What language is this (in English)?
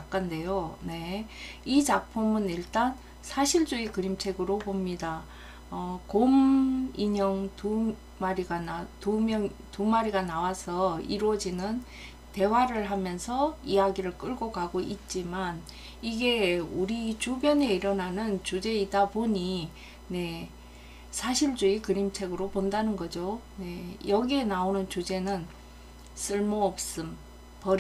Korean